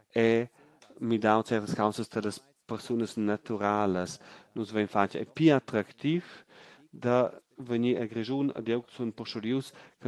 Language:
Romansh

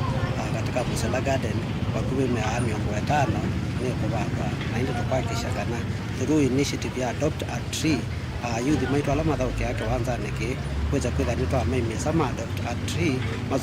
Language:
Kamba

